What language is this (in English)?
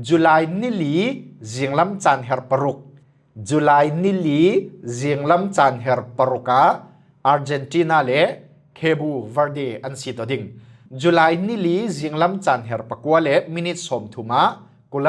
Falam Chin